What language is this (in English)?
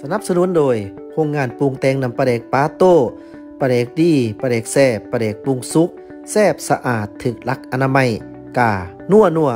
Lao